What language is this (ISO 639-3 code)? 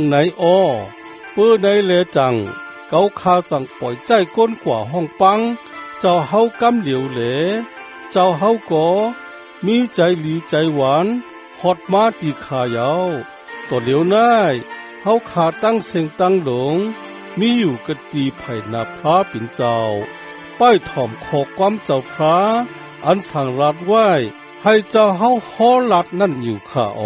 shn